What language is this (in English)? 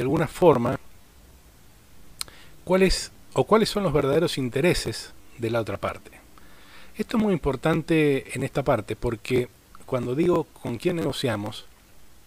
Spanish